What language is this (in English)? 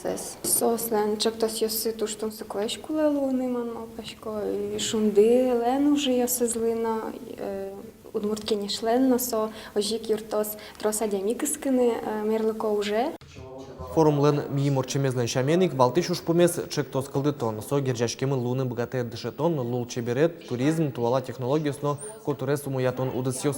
Udmurt